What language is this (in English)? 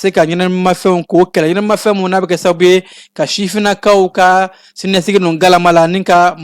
Bambara